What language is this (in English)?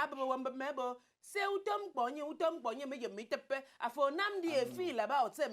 Nigerian Pidgin